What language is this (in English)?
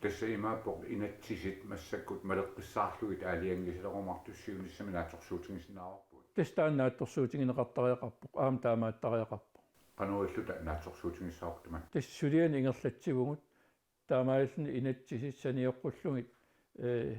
Kalaallisut